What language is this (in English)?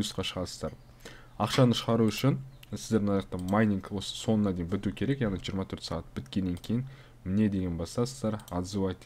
Kazakh